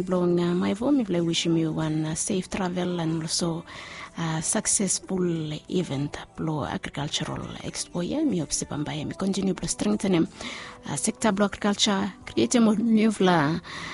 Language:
Bislama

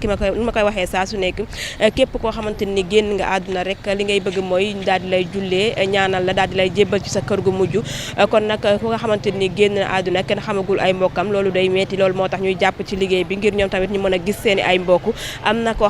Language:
Wolof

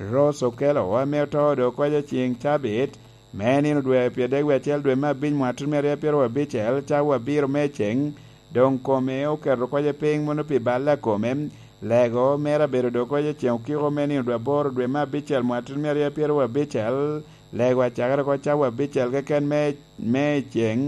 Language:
Lango (Uganda)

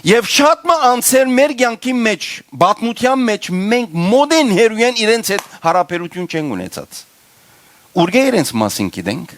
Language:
Western Armenian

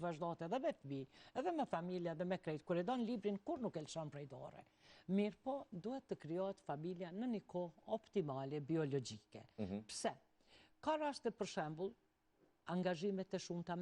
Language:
Albanian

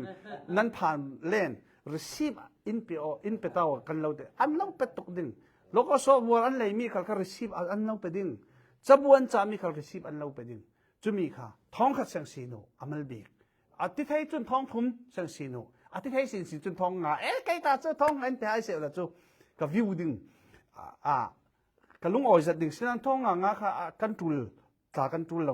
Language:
Falam Chin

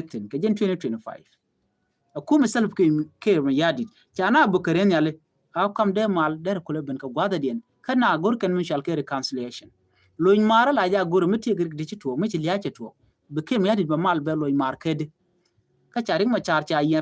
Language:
Nuer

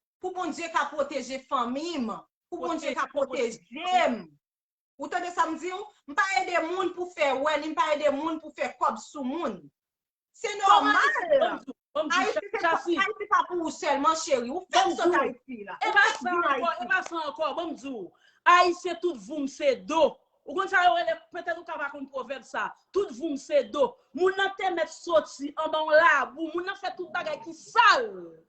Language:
Haitian Creole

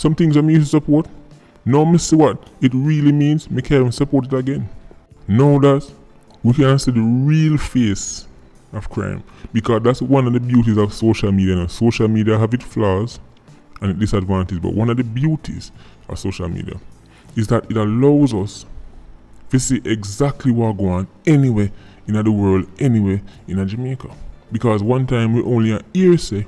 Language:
Jamaican Creole English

